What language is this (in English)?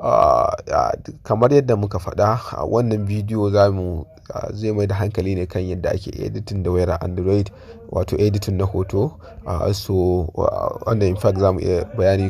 Hausa